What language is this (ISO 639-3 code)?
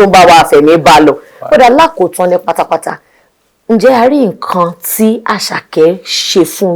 yor